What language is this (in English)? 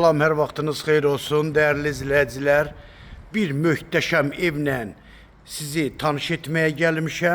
Azerbaijani